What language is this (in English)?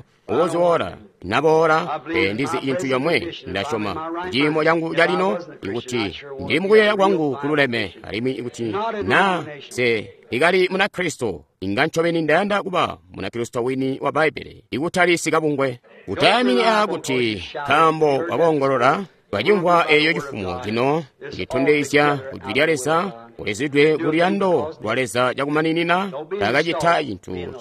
Tonga (Zambia)